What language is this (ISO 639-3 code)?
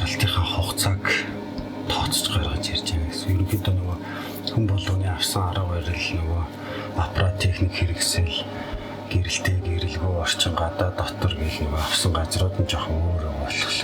mon